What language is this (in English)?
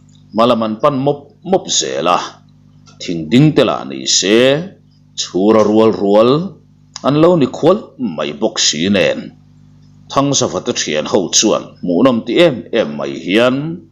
Mizo